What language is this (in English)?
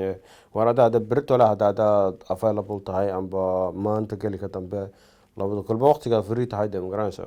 Somali